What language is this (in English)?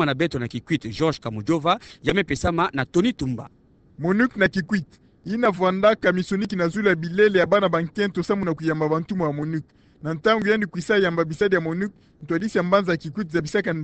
Kituba (Democratic Republic of Congo)